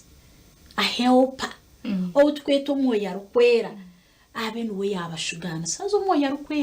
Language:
Nyankole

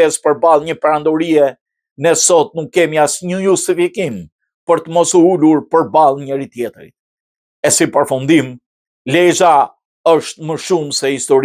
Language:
Albanian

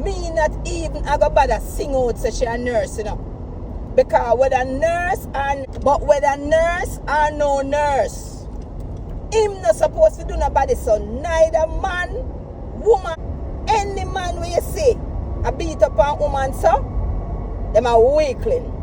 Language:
Jamaican Creole English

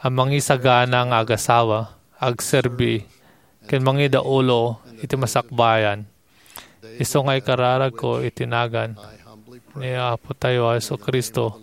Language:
Iloko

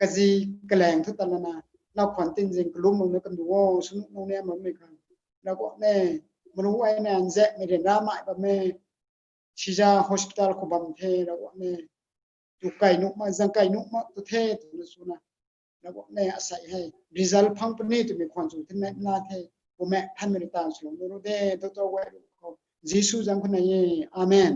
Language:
Rongmei Naga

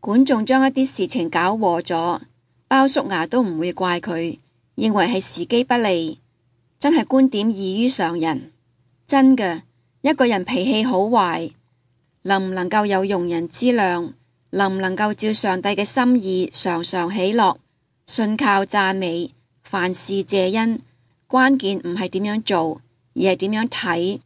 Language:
Cantonese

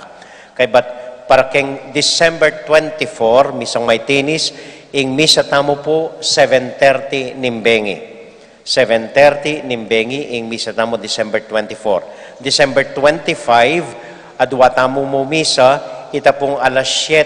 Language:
Pampanga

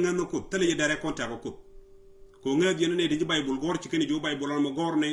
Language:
Nuer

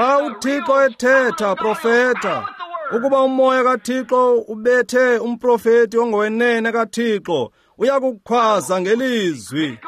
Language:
Xhosa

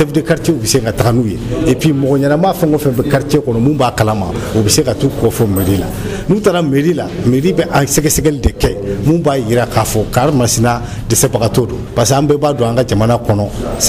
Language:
Bambara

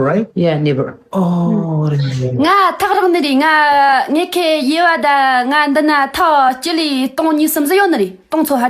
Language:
Tibetan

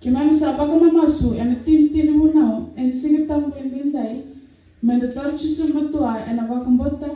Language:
Fijian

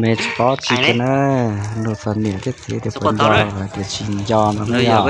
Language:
Hmong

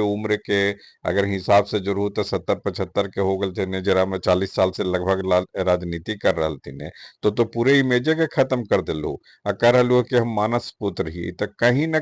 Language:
Magahi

